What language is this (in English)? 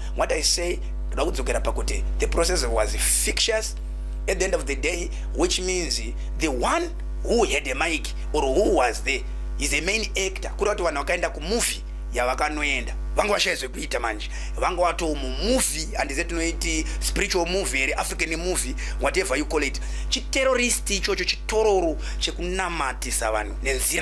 Shona